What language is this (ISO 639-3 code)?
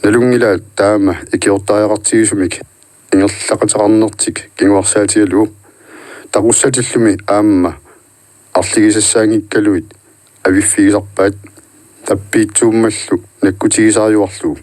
kal